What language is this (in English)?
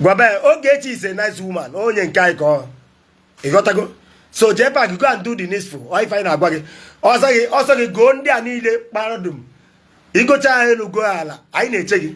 Igbo